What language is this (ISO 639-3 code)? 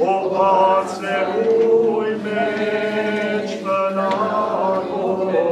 hyw